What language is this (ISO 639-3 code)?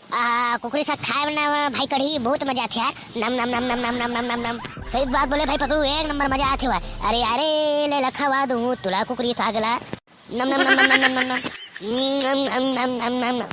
hne